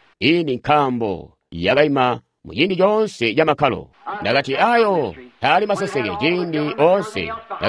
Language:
Tonga (Zambia)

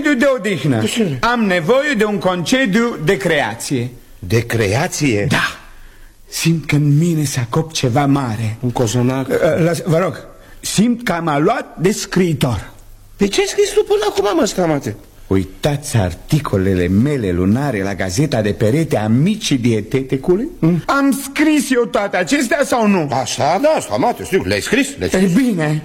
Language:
Romanian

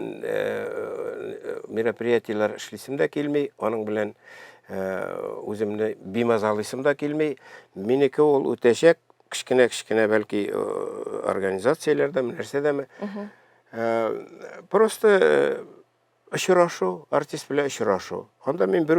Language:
Tatar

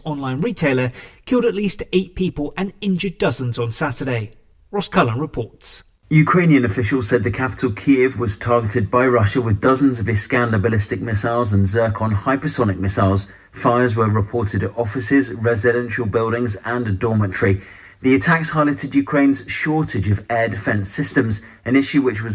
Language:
English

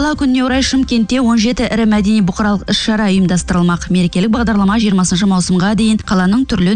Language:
Kazakh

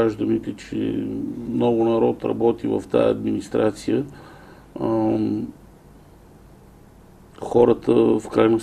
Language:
Bulgarian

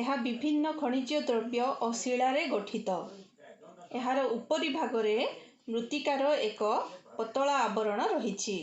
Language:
Odia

